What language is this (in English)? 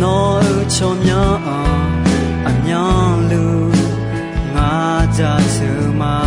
Akha